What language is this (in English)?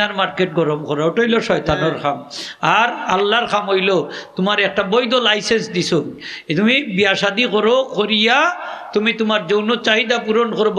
Sylheti